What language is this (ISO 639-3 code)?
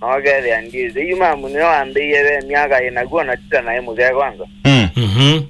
kam